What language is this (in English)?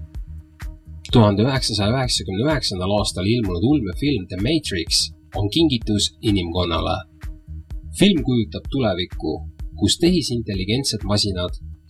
Estonian